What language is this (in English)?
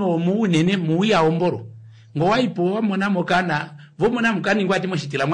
Kuanyama